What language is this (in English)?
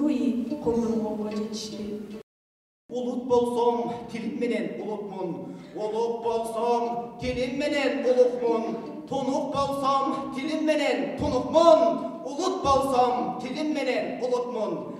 Kyrgyz